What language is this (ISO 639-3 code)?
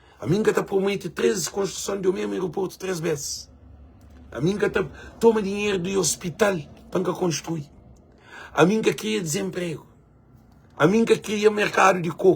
kea